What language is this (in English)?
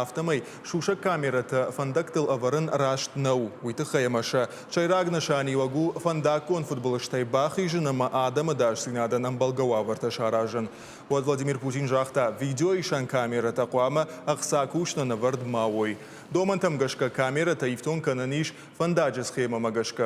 Ossetic